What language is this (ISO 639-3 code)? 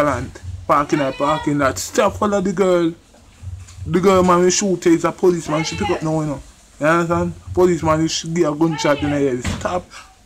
jam